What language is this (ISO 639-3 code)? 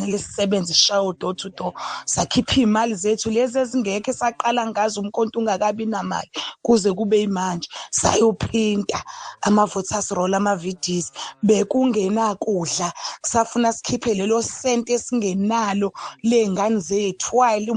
zul